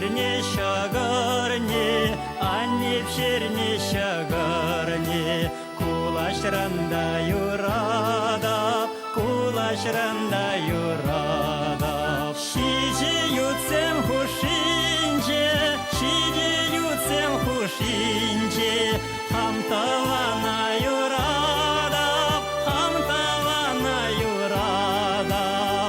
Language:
Chuvash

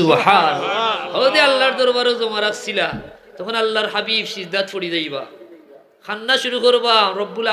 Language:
Sylheti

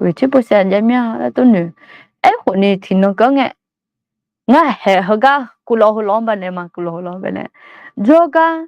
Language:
Akha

